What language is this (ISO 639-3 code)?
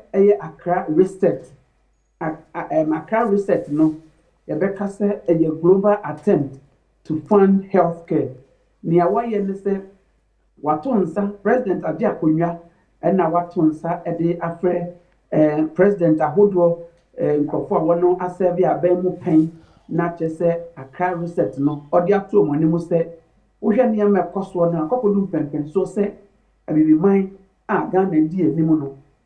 aka